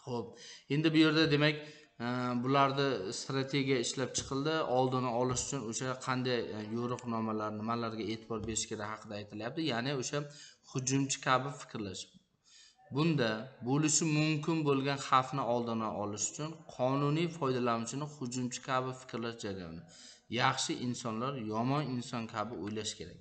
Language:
Uzbek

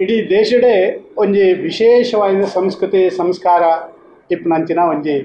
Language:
Tulu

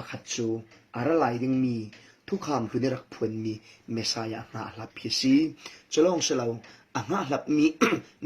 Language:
Falam Chin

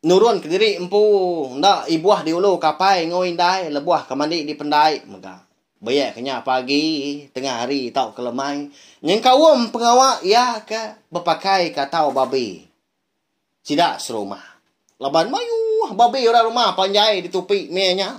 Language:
Iban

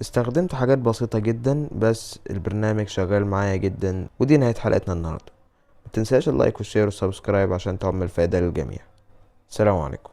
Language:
Egyptian Arabic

